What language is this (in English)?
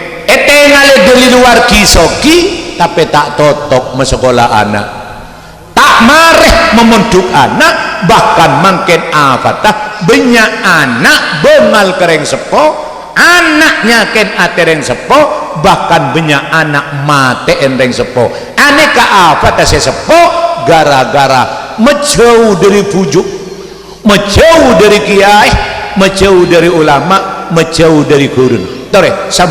Madurese